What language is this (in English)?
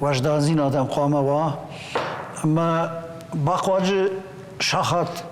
Ossetic